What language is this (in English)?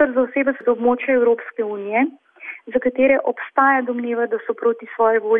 Slovenian